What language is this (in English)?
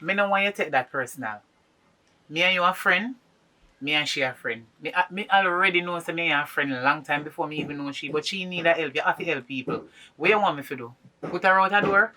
Jamaican Creole English